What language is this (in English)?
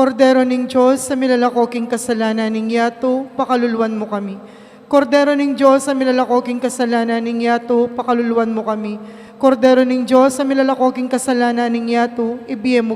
Pampanga